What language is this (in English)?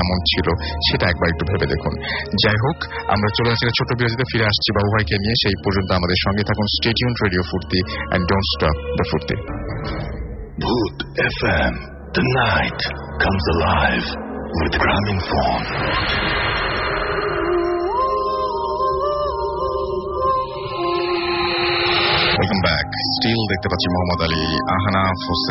Bangla